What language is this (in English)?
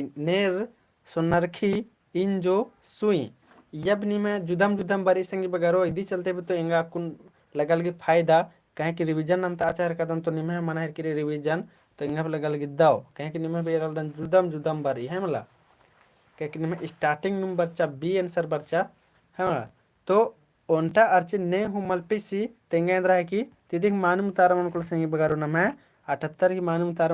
Kurukh